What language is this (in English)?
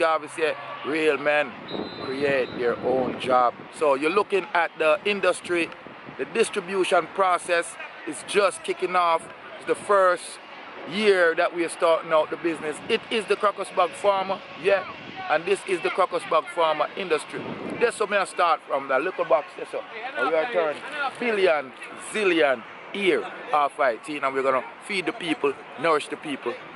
Jamaican Creole English